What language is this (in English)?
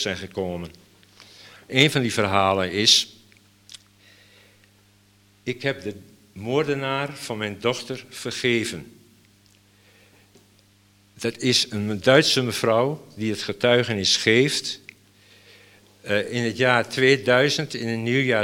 Dutch